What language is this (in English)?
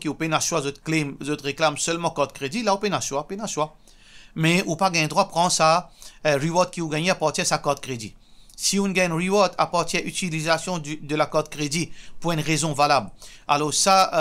Morisyen